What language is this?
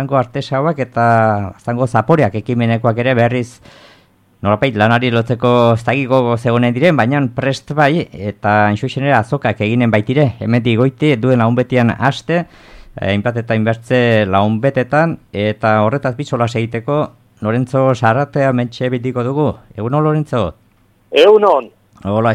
Basque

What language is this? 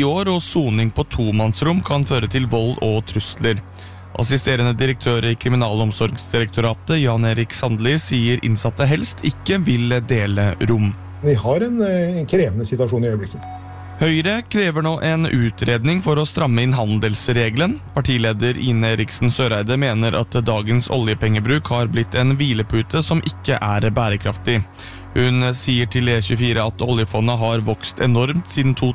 Norwegian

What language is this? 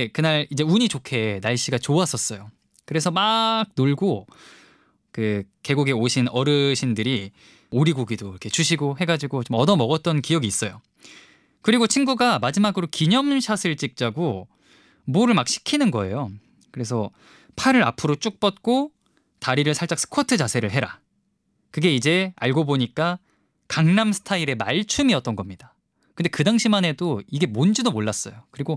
Korean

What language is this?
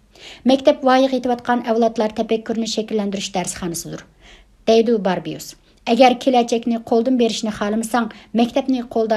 Uyghur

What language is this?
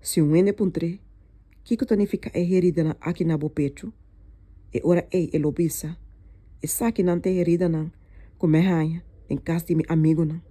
Papiamento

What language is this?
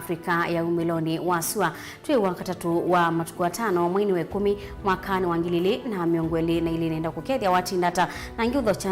Kamba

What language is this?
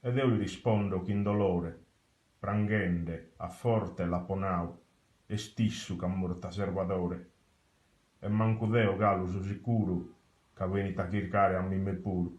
Sardinian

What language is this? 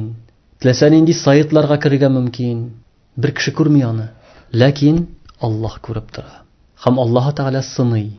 Tatar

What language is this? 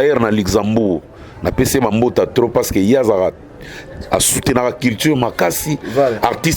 Lingala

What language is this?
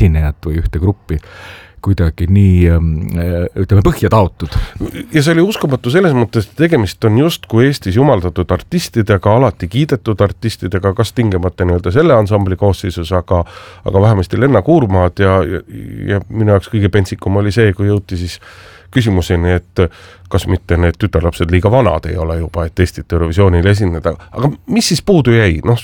Estonian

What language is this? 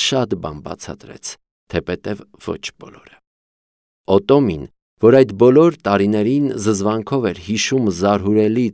Armenian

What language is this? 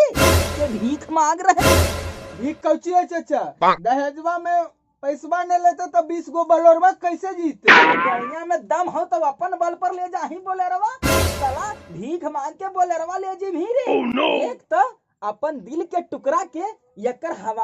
Magahi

